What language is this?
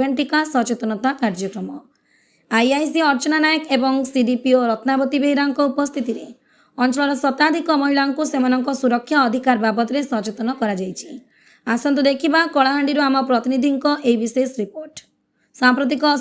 Odia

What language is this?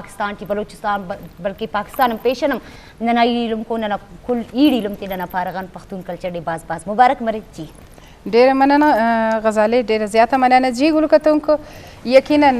Eastern Balochi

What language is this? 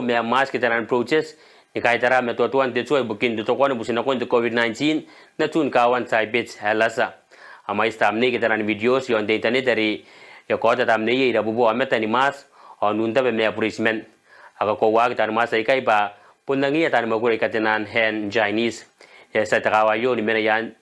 Gilbertese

